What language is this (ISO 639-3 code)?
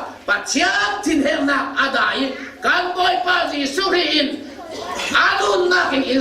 cfm